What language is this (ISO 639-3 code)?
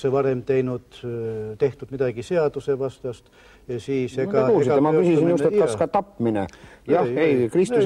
est